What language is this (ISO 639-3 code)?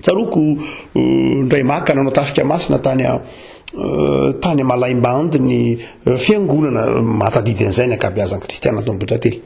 mlg